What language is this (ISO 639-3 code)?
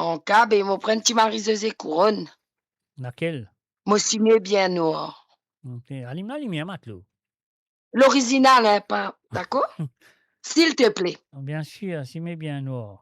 mfe